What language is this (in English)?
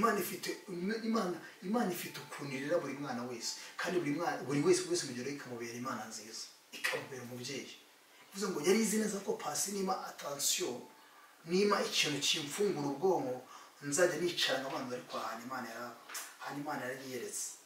Kinyarwanda